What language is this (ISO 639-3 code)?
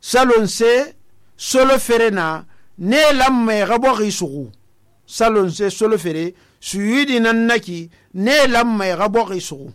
sus